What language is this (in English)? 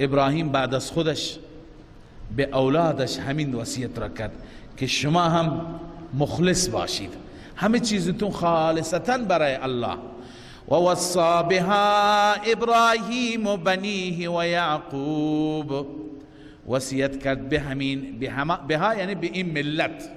Persian